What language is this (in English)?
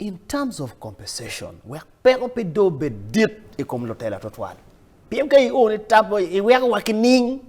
Acoli